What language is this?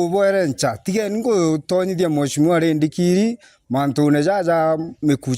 Meru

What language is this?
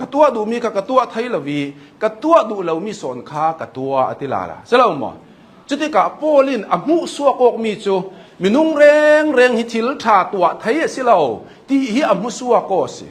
Hakha Chin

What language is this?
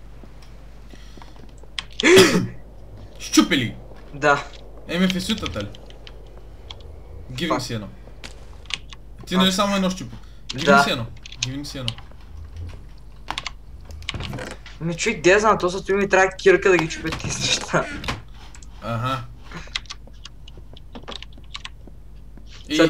Bulgarian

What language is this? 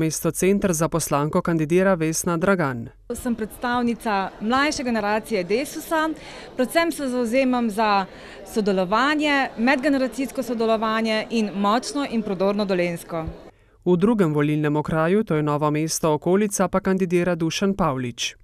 Slovenian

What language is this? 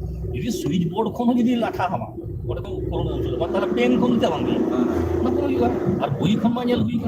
Santali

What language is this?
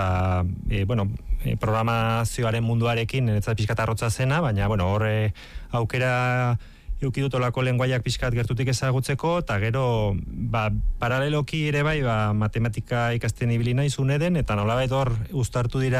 Basque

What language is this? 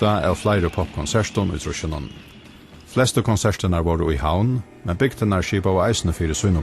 Faroese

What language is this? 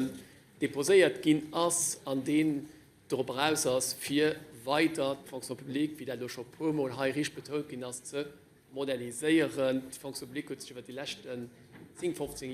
Luxembourgish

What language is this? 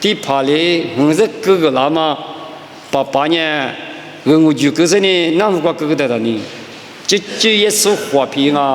Lisu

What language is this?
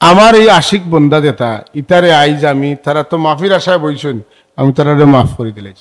Sylheti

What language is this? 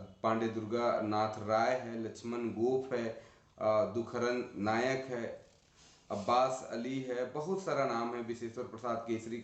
Sadri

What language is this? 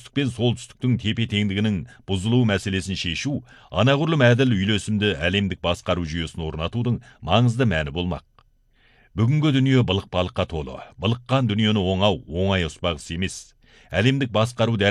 Kazakh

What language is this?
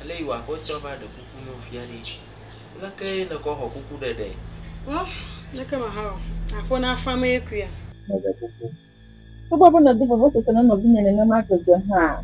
Ewe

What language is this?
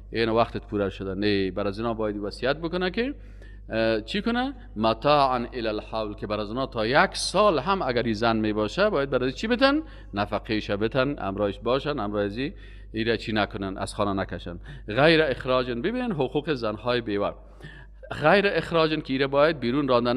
Persian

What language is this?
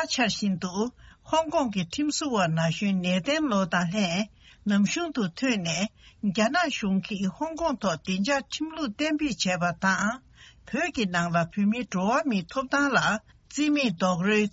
Tibetan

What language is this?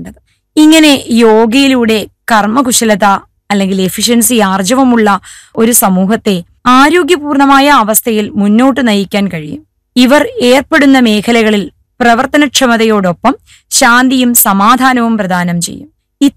Malayalam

